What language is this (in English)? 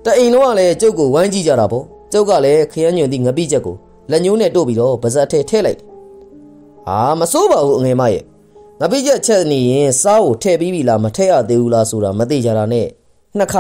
Burmese